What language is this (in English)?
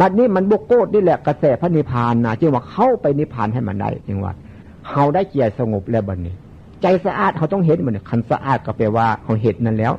Northeastern Thai